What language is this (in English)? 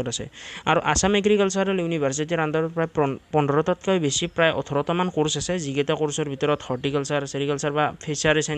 Assamese